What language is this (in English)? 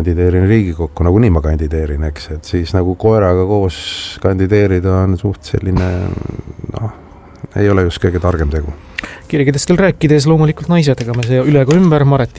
Estonian